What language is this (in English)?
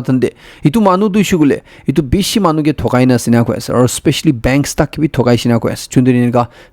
Naga Pidgin